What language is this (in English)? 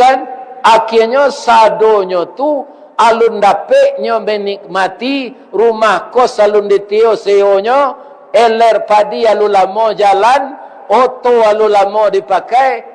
Minangkabau